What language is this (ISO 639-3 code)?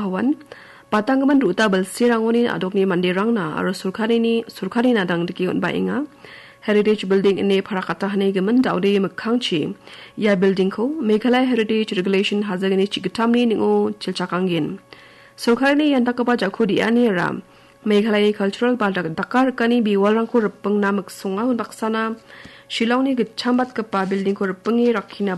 grt